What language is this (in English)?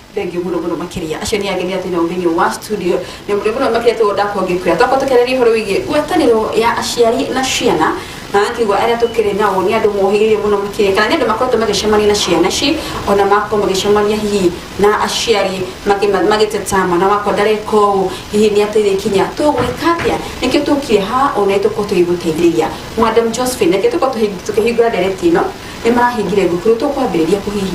Kikuyu